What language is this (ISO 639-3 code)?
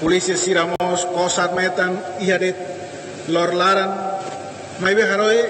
tet